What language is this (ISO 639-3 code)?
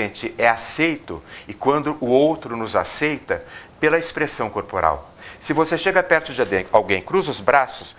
por